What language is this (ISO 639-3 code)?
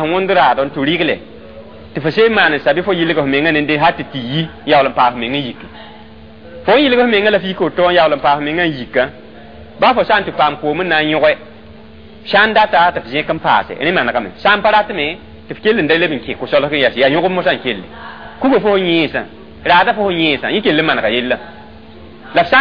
mos